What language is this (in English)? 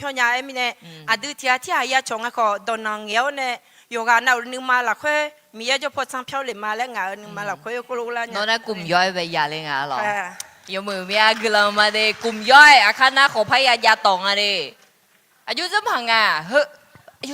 Akha